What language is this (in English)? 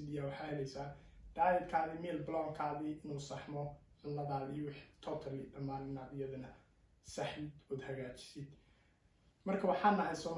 Somali